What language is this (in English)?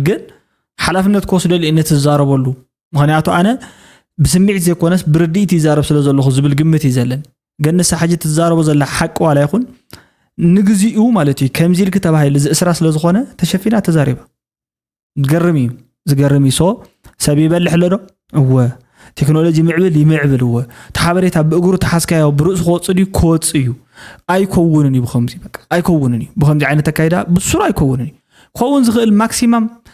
Tigrinya